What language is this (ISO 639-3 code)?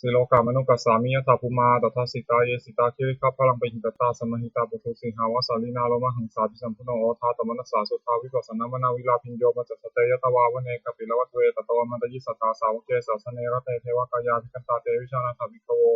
pli